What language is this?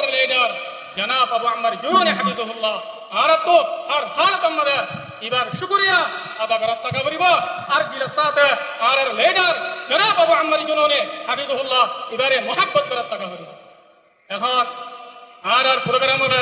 Rohingya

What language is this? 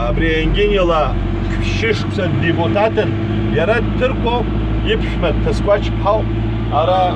Abkhazian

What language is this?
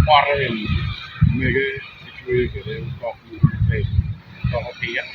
Acoli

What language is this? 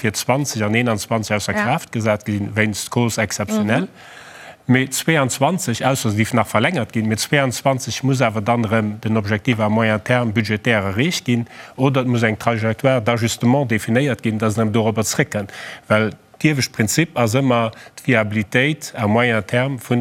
Luxembourgish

